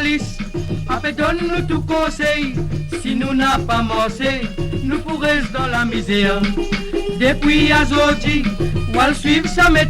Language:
Morisyen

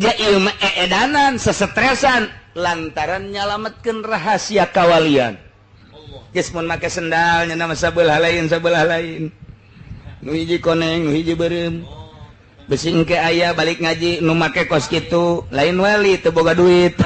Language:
Sundanese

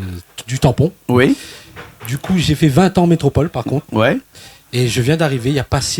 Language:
Réunion Creole French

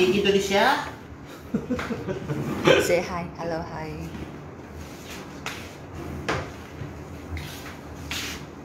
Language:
Malay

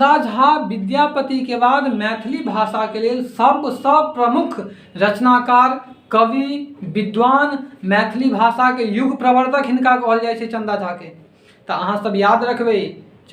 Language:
Maithili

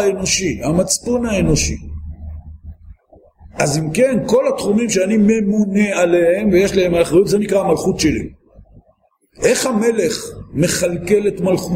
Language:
Hebrew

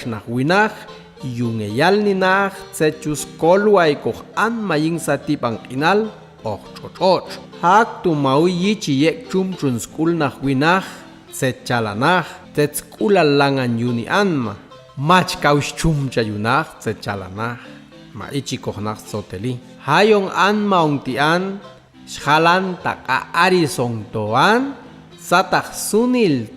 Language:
Popti'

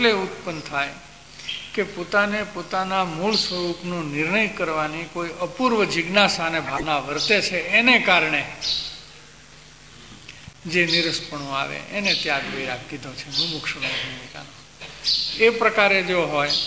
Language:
Gujarati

